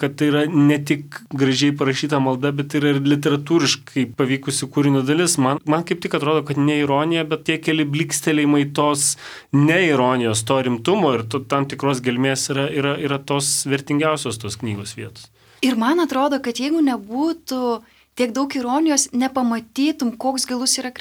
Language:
Lithuanian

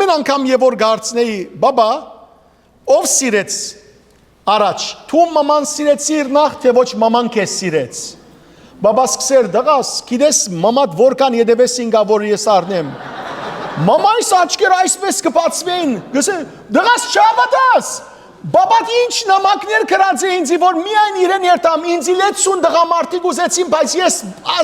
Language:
Western Armenian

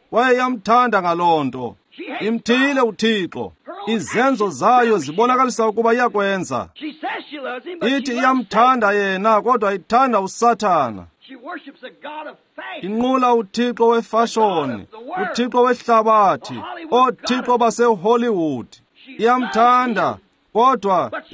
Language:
Xhosa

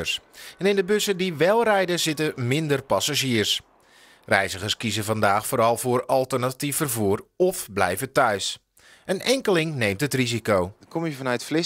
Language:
Dutch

